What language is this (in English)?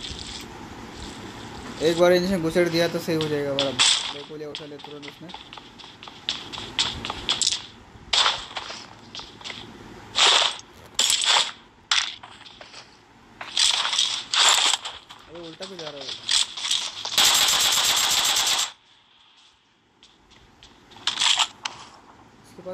Hindi